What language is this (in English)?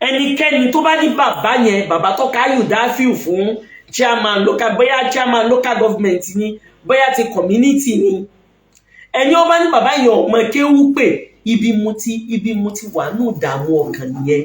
Yoruba